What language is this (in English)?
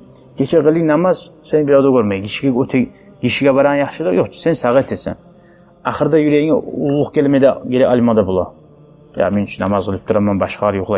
Kumyk